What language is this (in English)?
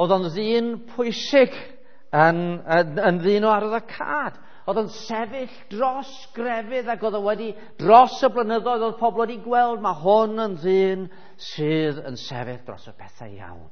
Welsh